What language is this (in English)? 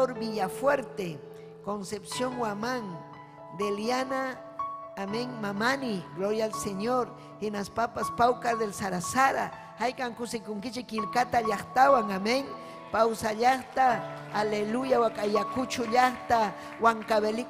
Ayacucho Quechua